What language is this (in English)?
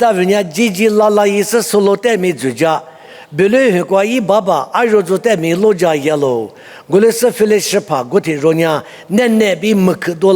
Lisu